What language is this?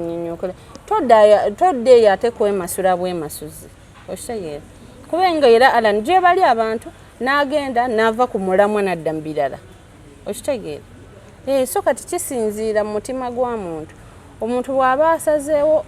Ganda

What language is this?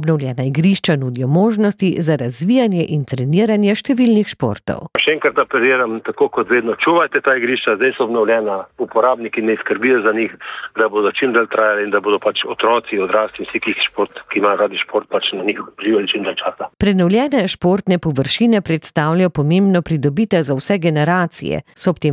Slovenian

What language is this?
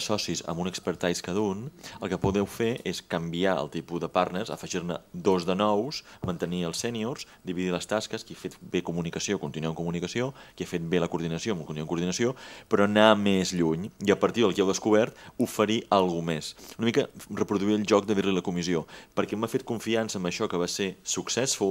Catalan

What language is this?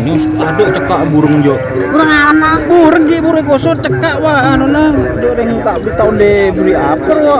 Madurese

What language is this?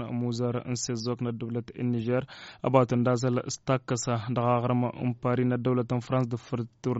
Tamasheq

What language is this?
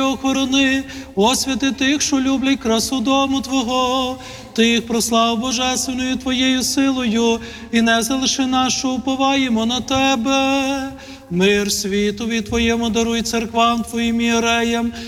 Ukrainian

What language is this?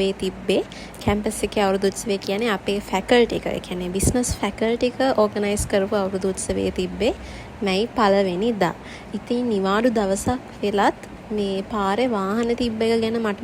Sinhala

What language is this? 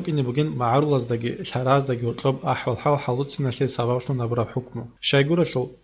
Avaric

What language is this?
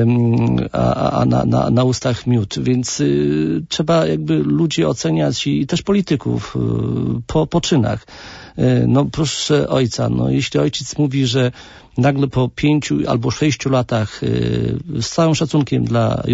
Polish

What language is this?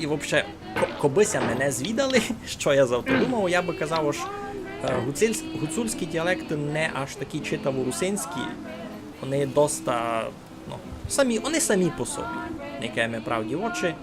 Rusyn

